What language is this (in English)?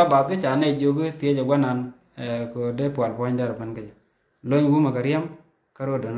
Nuer